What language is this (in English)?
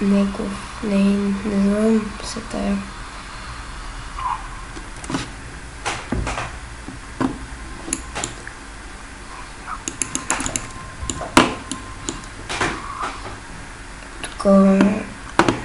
Bulgarian